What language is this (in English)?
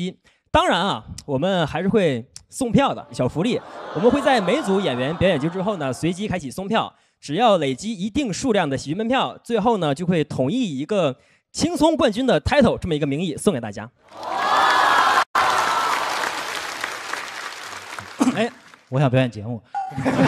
Chinese